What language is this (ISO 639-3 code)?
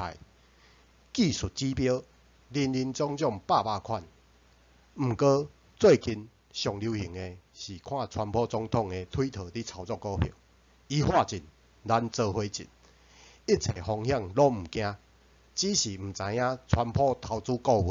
nan